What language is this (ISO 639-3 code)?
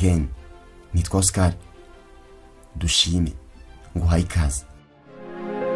kin